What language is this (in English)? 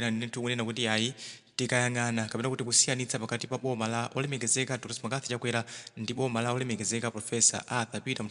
Nyanja